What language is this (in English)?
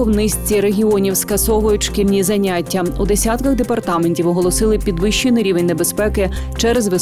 Ukrainian